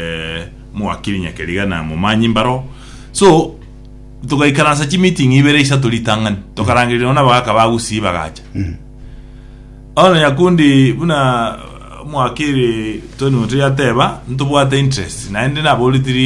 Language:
Gusii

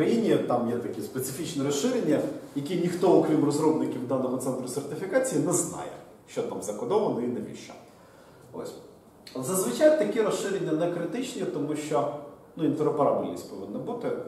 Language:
Ukrainian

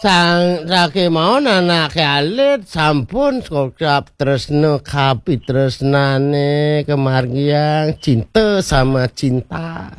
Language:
Balinese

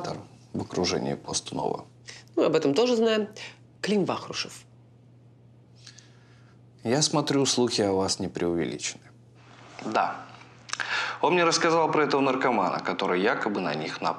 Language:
Russian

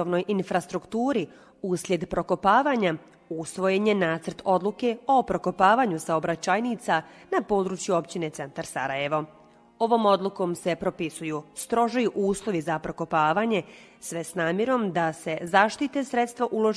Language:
Bosnian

